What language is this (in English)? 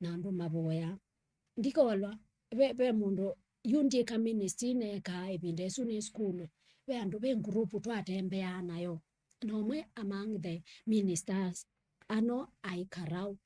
Kamba